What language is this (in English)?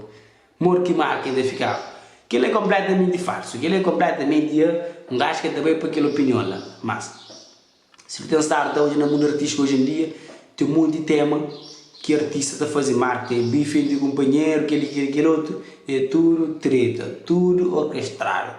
Kabuverdianu